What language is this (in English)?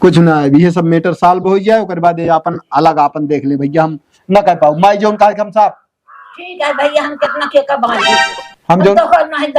Awadhi